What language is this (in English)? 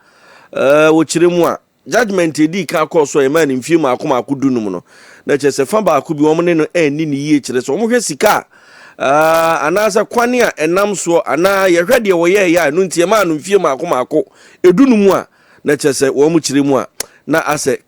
Akan